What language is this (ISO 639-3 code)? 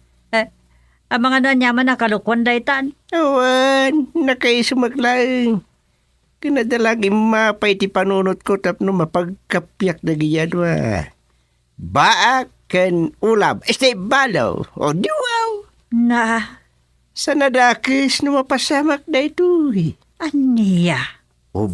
ilo